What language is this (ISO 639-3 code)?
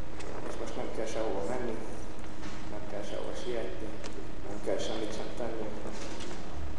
hun